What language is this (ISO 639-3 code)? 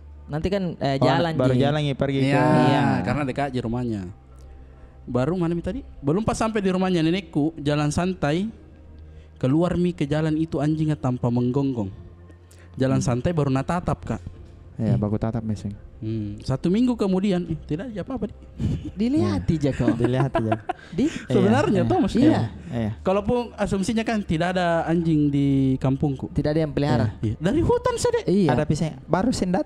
mfp